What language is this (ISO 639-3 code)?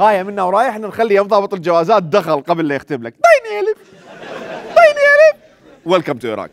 acm